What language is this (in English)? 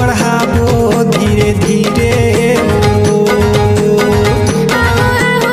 Chhattisgarhi